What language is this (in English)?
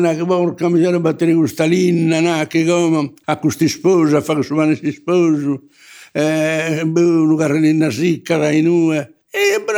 Sardinian